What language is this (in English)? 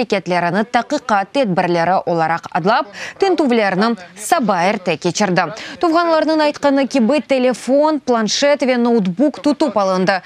Crimean Tatar